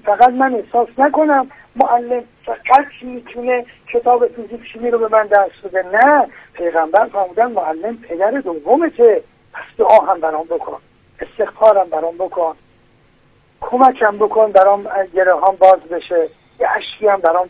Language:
Persian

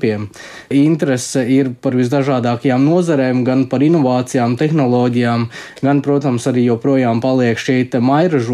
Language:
Latvian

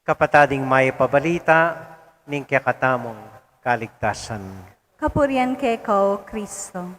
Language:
Pampanga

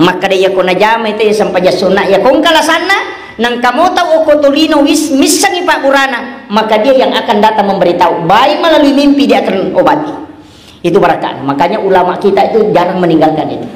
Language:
Buginese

